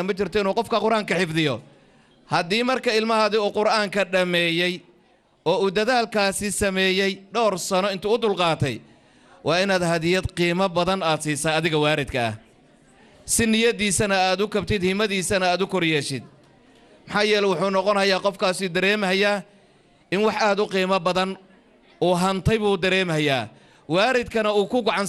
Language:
Somali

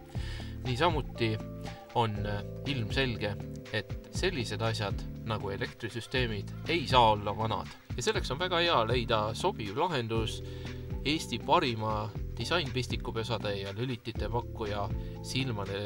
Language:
Estonian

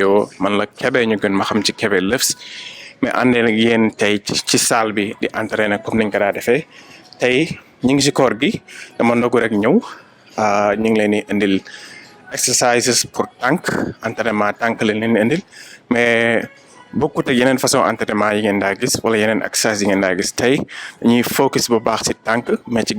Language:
Wolof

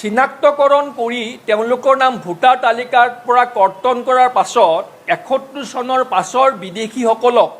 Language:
Assamese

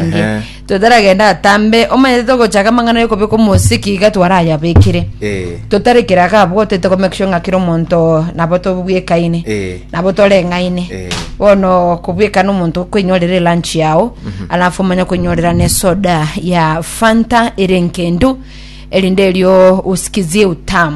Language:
Gusii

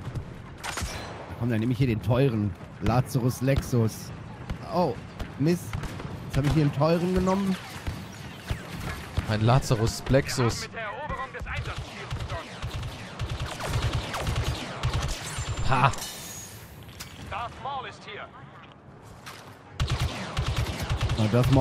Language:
German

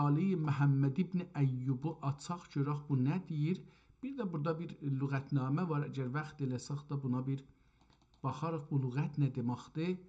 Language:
South Azerbaijani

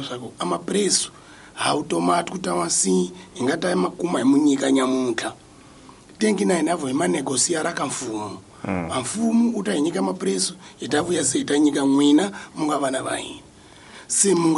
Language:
Tsonga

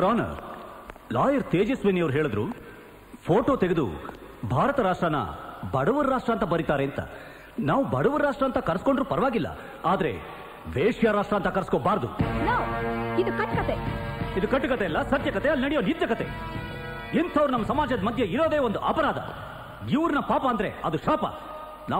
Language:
Kannada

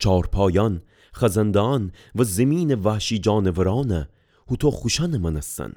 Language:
Gilaki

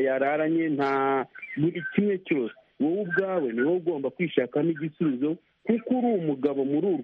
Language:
Kinyarwanda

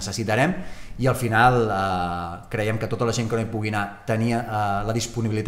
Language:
Catalan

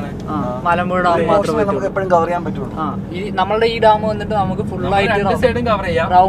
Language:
Malayalam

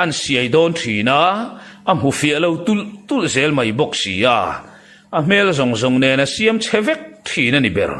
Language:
Mizo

